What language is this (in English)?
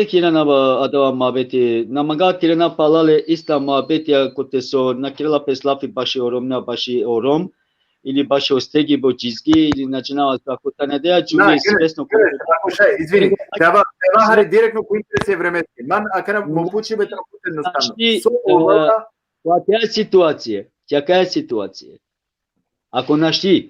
Balkan Romani